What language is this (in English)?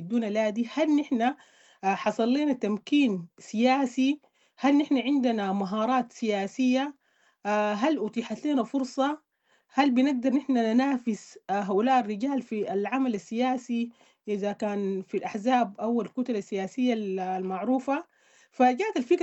Sudanese Arabic